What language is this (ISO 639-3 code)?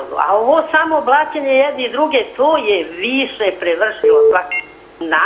srp